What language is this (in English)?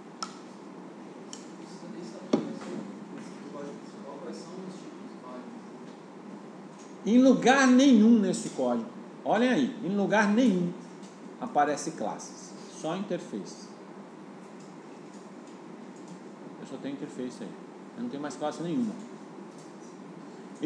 Portuguese